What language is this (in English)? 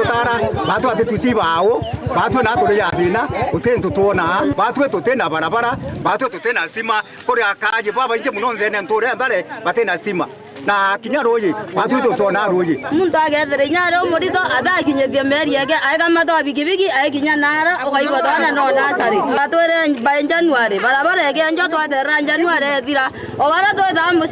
Meru